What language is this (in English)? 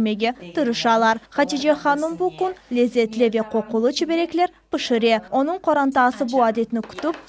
Crimean Tatar